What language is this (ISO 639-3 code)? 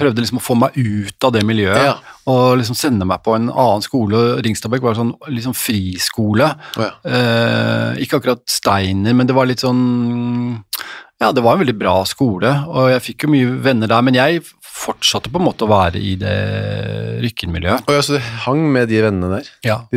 nor